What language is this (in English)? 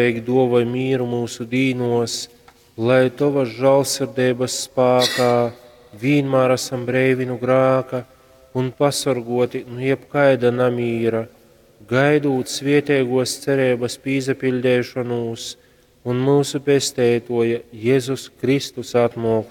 Latgalian